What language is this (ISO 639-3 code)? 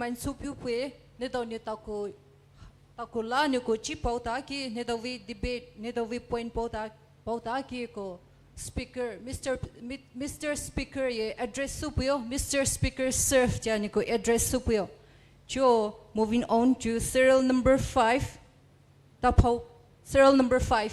pmx